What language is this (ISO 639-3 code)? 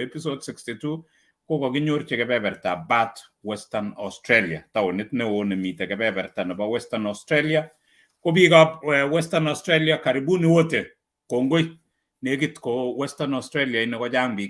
kln